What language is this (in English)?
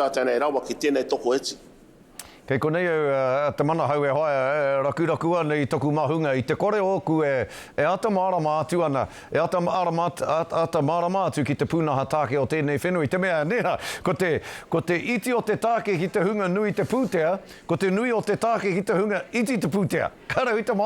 Māori